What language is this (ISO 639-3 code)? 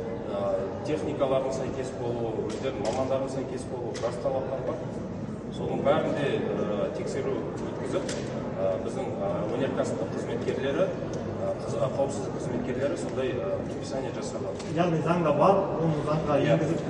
kaz